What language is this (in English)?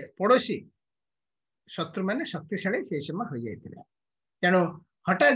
Odia